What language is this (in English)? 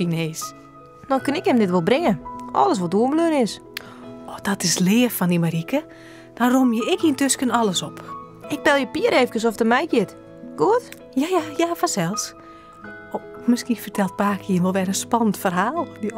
Western Frisian